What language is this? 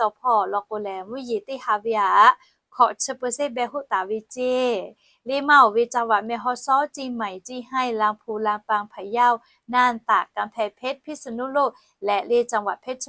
Lahu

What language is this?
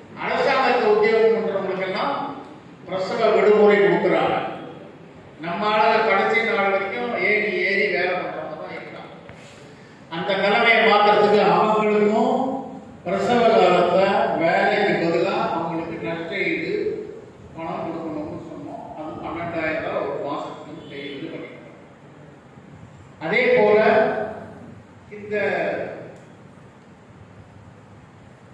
Tamil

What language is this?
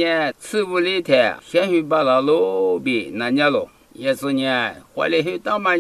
Lisu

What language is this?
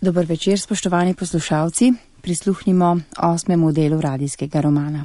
Slovenian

